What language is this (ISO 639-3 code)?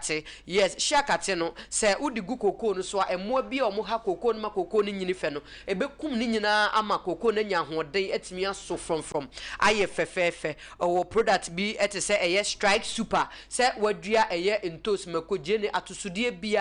aka